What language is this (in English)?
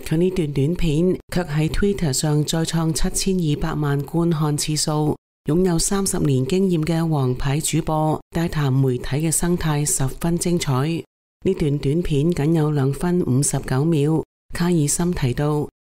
Cantonese